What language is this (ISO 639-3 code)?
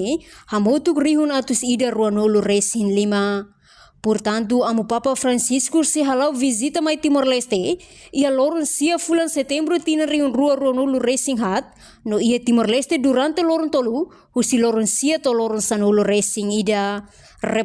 tet